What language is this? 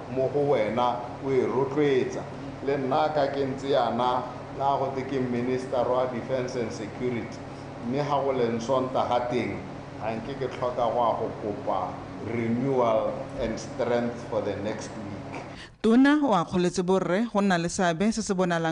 Tswana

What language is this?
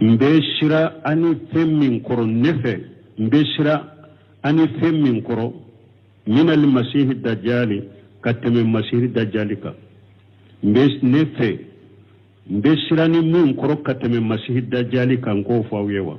Bambara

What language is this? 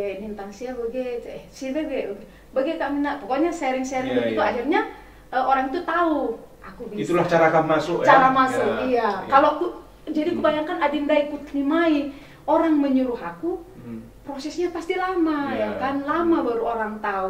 Batak Karo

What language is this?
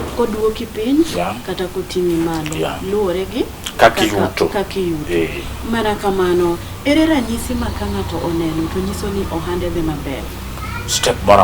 Luo (Kenya and Tanzania)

